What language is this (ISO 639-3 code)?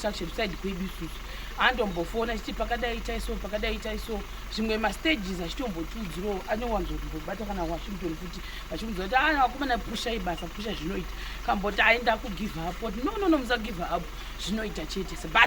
sna